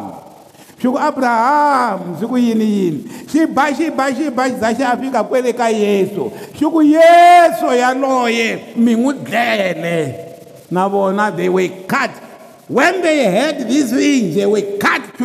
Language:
Tsonga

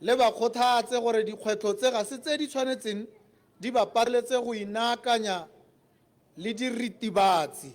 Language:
Tswana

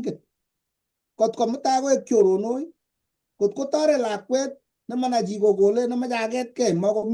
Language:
Kalenjin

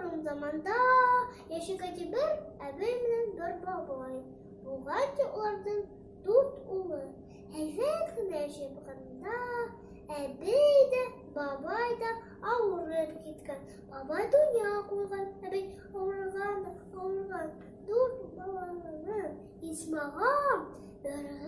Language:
Bashkir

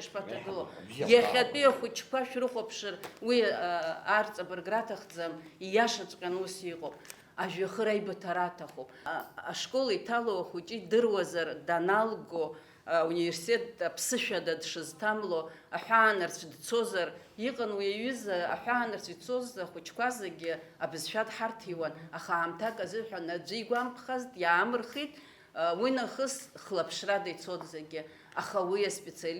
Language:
Abkhazian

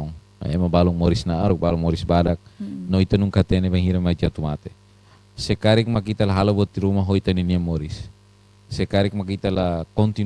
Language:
Tetum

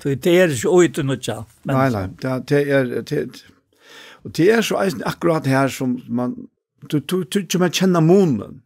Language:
Faroese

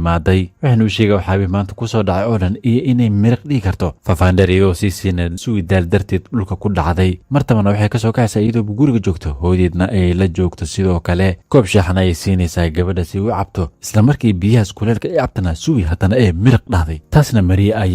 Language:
Somali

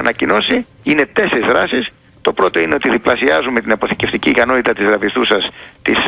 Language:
Greek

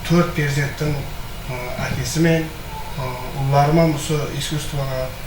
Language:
Kara-Kalpak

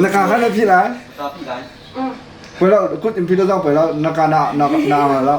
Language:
Hakha Chin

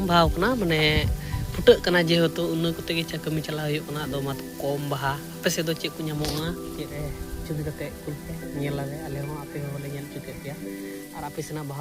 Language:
Santali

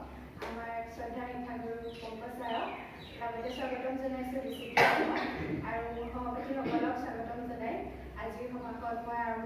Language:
Assamese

